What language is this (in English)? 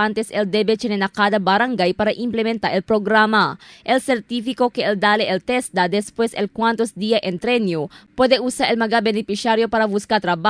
Chavacano